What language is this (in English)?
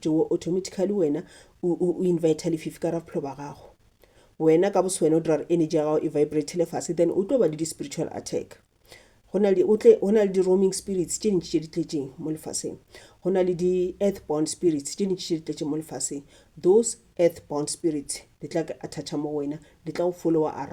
Northern Sotho